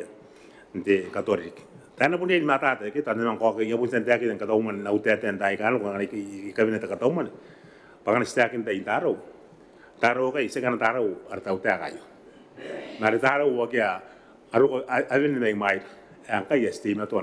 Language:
Gilbertese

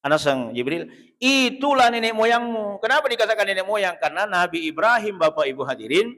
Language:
Buginese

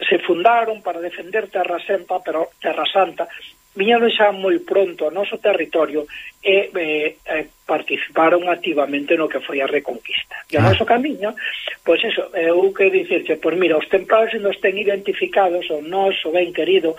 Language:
Galician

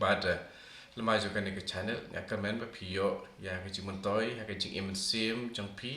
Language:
Khasi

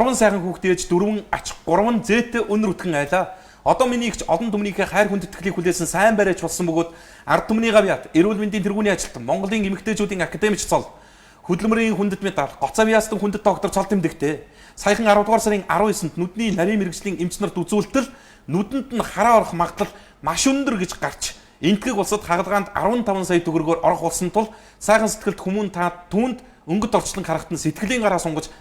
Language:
Mongolian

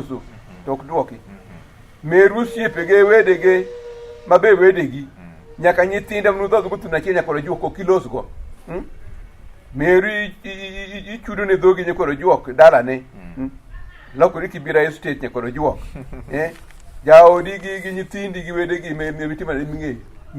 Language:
Luo (Kenya and Tanzania)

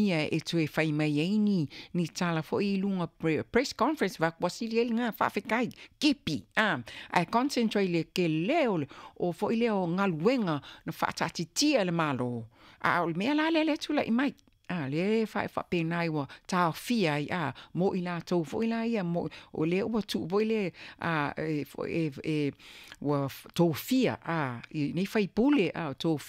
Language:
Samoan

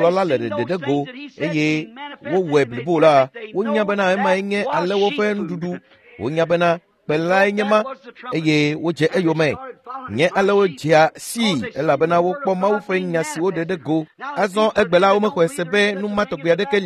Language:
Ewe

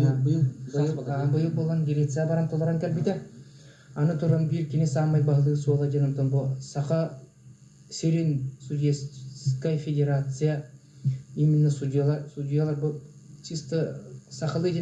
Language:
Yakut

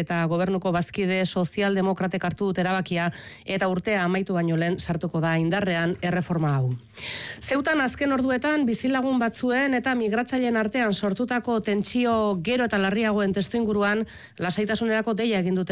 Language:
Basque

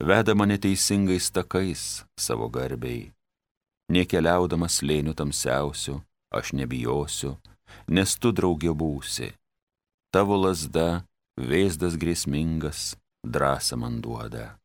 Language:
Lithuanian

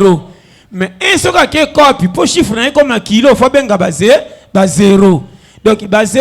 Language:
Lingala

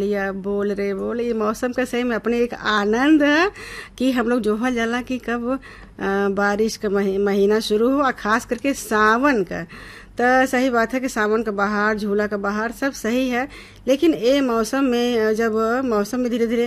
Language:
Bhojpuri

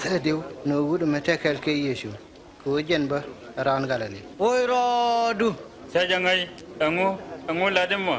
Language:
Nuer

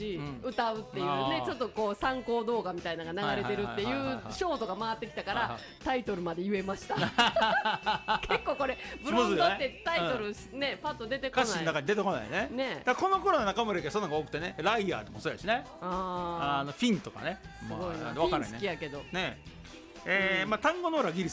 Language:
Japanese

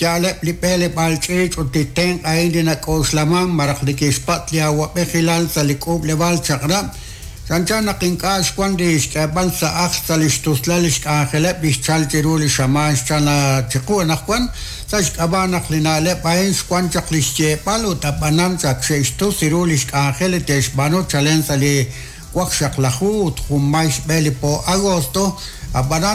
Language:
Kekchí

